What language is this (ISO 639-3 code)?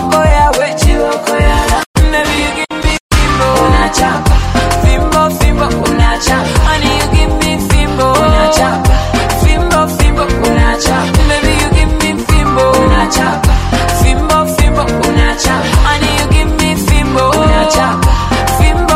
swa